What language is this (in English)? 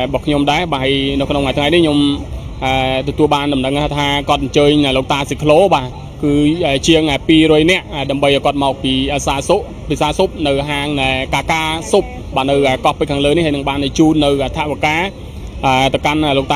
Khmer